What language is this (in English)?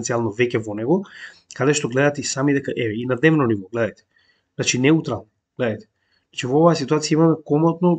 Macedonian